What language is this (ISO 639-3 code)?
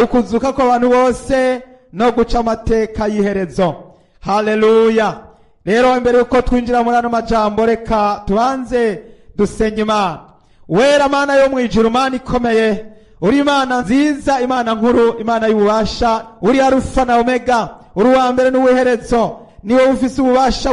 run